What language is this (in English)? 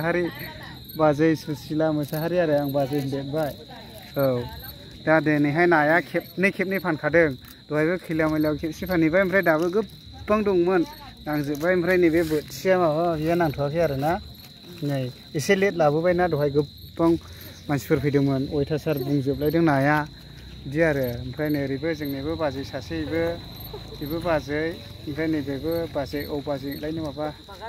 Bodo